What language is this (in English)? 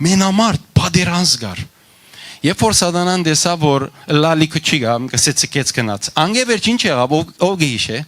Western Armenian